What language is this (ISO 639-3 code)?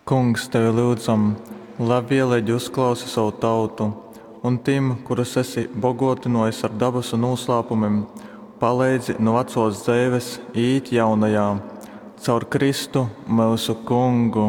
ltg